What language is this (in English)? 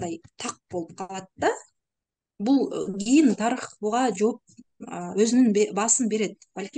Kyrgyz